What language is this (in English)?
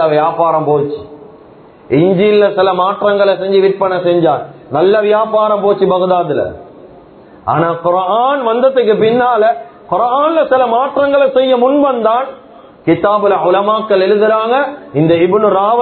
Tamil